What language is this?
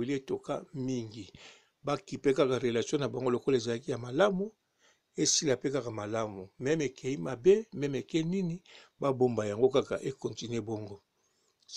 Lingala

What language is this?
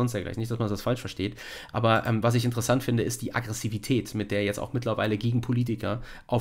German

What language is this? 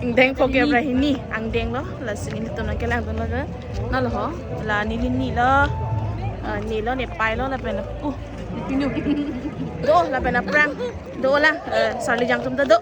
Karbi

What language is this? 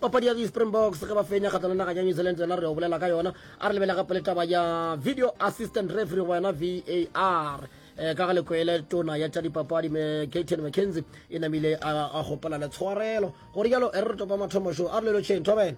Northern Sotho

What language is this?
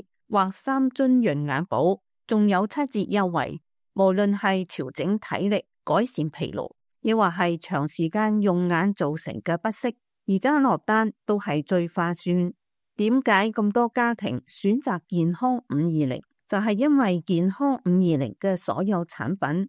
Cantonese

